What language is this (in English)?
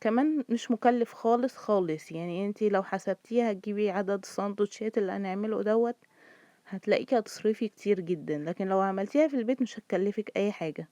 Egyptian Arabic